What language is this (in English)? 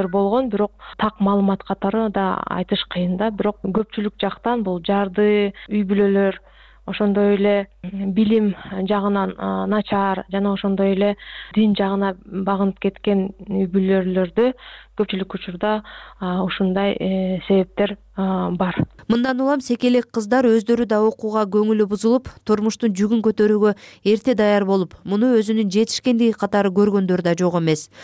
Kyrgyz